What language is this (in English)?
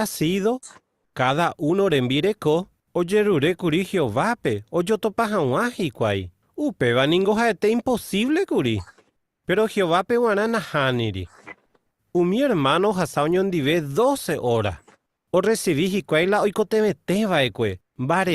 Guarani